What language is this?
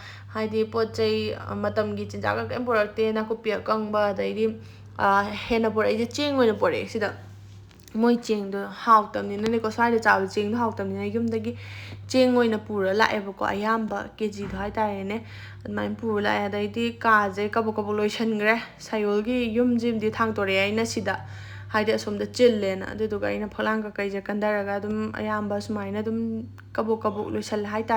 Manipuri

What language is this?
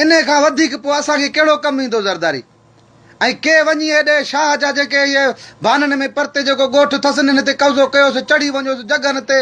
Sindhi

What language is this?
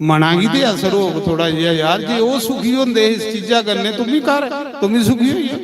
Dogri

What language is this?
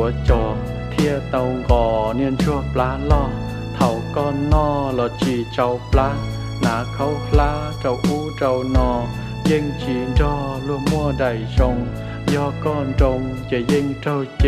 Hmong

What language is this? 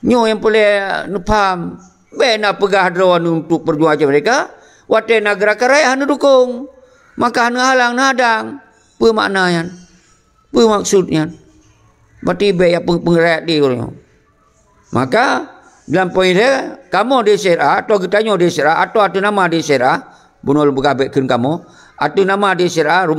Achinese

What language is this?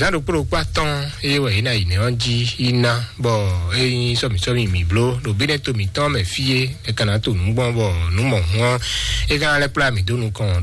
Fon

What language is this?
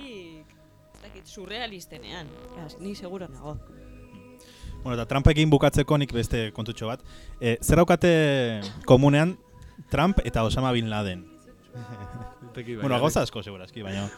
Basque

